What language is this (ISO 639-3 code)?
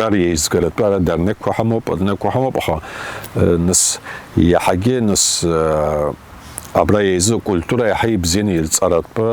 abk